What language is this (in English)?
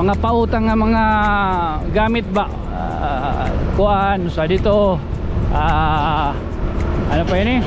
Waray